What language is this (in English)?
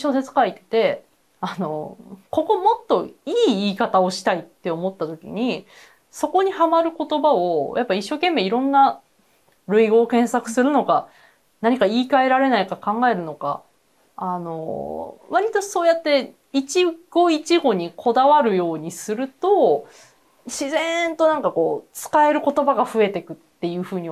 Japanese